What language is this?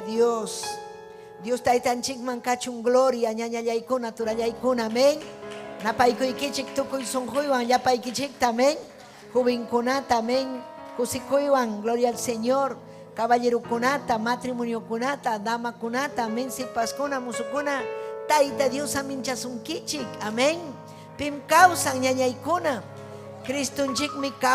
Ayacucho Quechua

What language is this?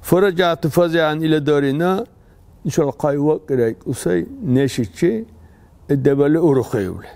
Dargwa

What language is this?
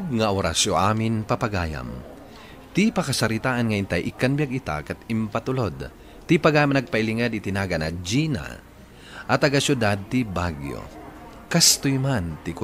Iloko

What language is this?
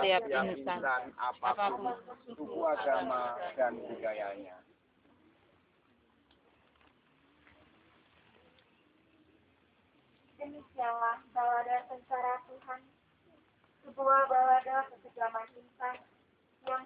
Indonesian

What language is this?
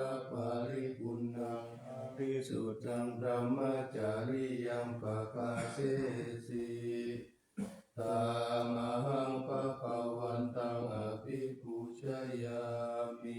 Pali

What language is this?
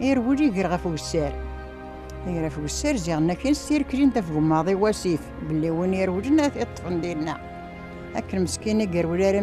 Kabyle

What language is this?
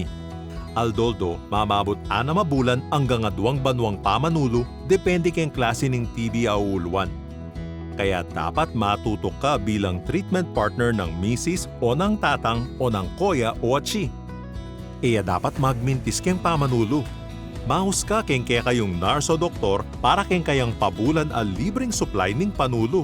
Pampanga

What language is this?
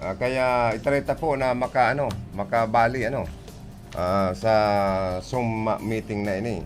Bikol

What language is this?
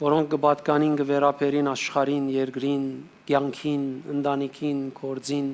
Western Armenian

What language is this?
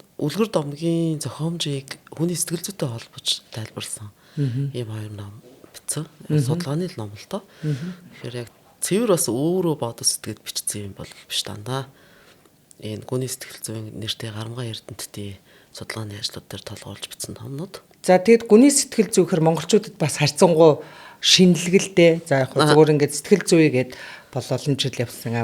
Mongolian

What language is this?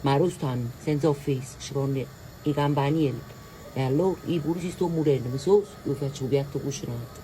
Neapolitan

